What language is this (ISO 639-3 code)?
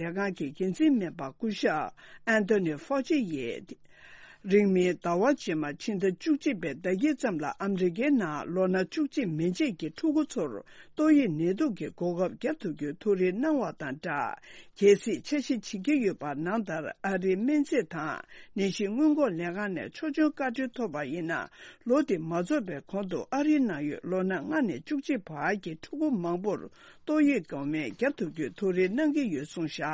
bod